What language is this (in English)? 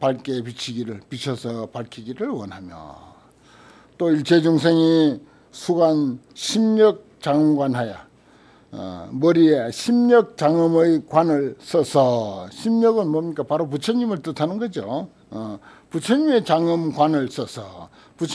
Korean